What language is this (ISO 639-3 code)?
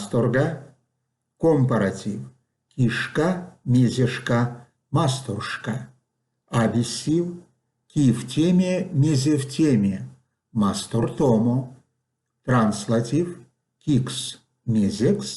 myv